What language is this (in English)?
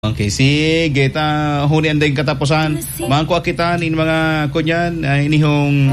Bikol